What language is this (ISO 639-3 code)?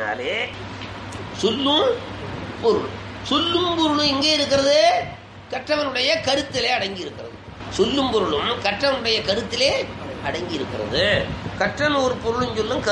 tam